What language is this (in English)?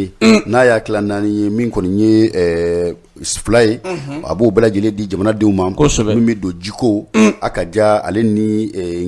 Bambara